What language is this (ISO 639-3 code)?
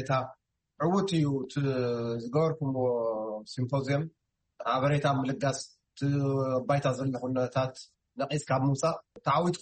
tir